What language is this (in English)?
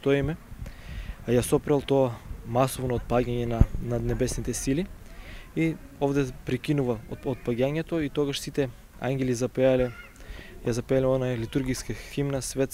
Macedonian